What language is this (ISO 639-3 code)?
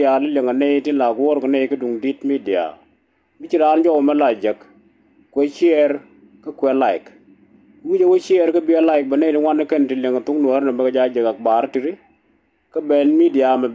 nus